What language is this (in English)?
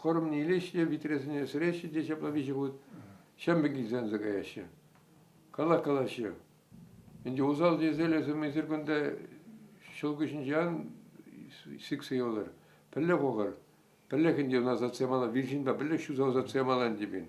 Chuvash